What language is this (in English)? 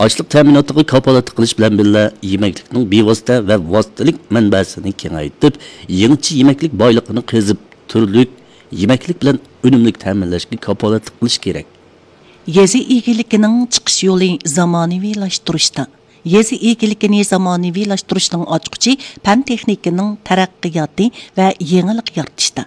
Uyghur